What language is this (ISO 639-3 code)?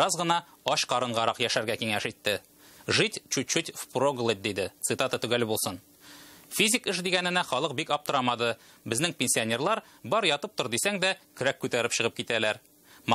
tat